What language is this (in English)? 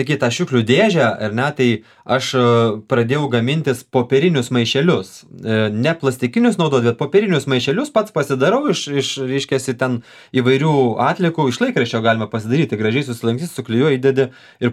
Lithuanian